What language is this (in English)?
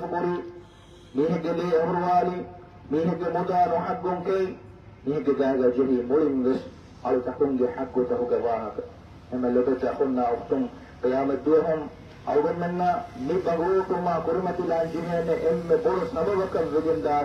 Divehi